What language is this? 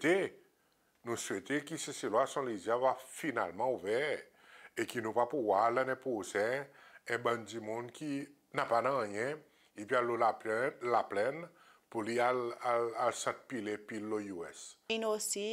Seselwa Creole French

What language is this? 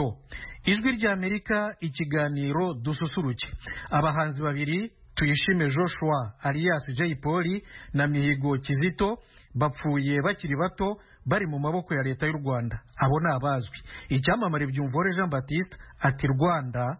Kinyarwanda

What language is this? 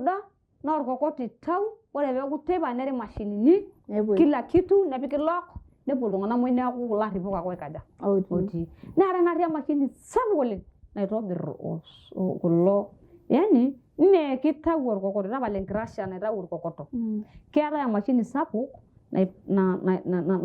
Masai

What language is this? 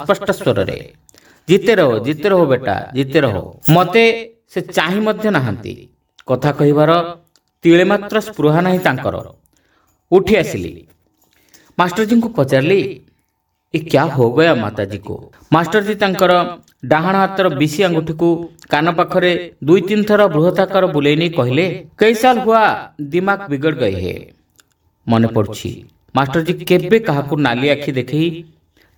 Odia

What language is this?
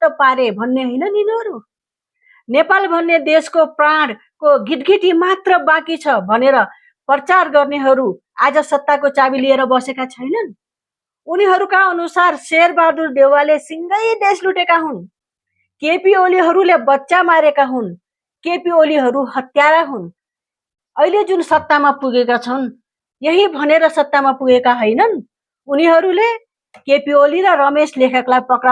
Nepali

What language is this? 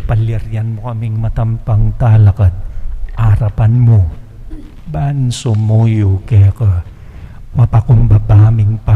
Pampanga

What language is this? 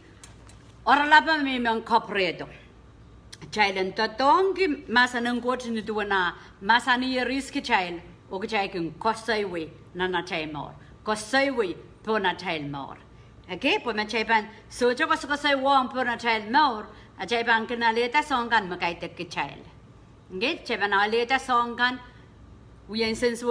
Pohnpeian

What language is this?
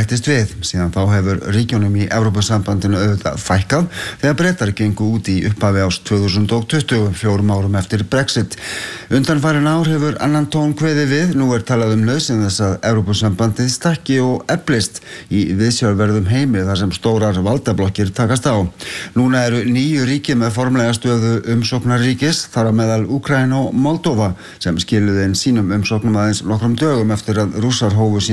Icelandic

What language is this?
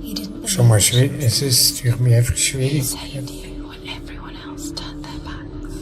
Swiss German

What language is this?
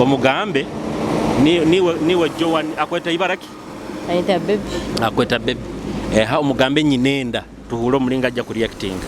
Nyoro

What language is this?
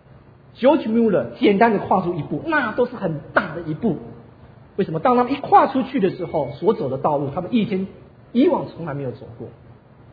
Chinese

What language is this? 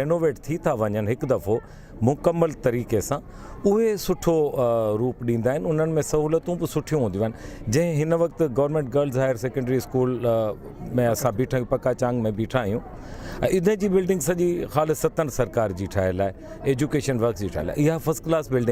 Sindhi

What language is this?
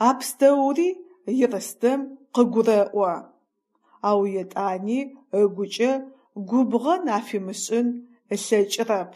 Adyghe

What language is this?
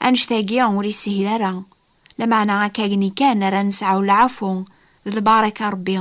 Kabyle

